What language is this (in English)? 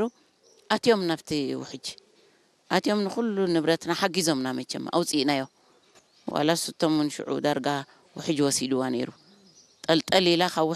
Tigrinya